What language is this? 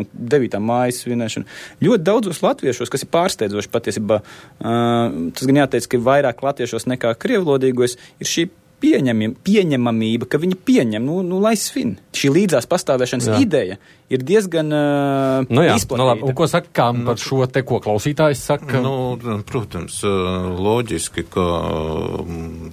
Latvian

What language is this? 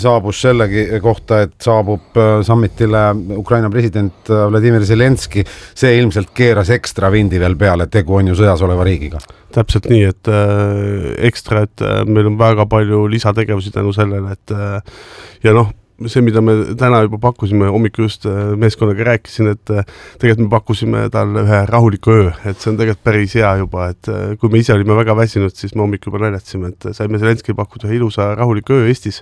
Estonian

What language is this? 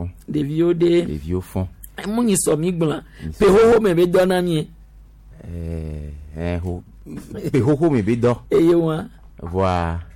Gen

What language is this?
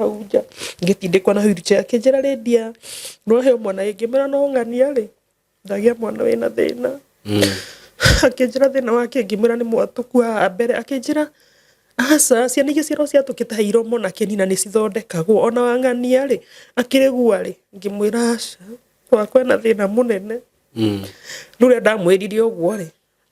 Kikuyu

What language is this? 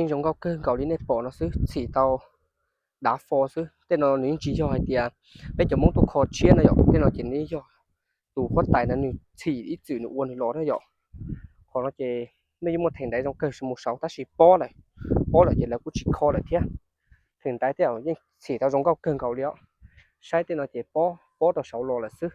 Hmong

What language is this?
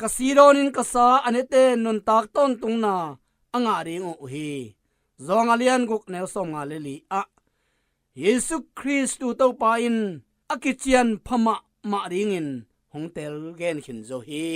Tedim Chin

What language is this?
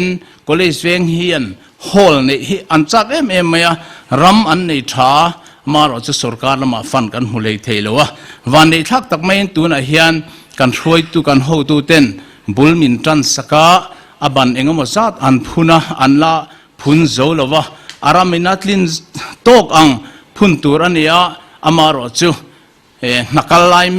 Mizo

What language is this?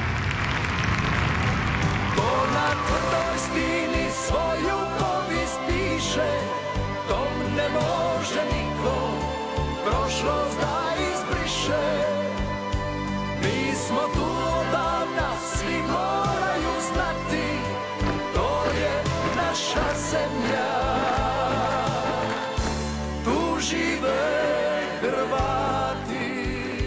Croatian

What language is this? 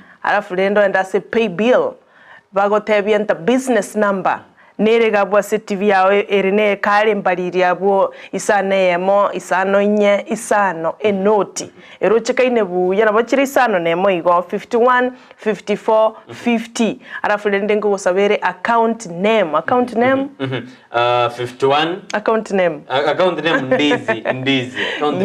Gusii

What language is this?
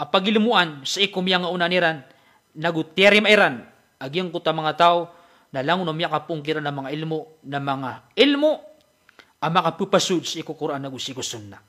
Maranao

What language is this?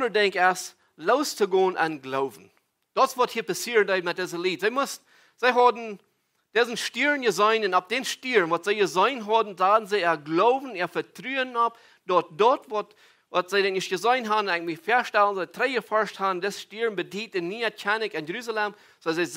Plautdietsch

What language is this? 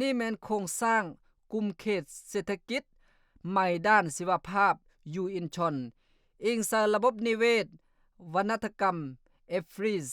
Lao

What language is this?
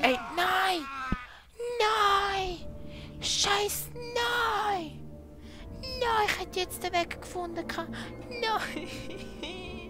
Swiss German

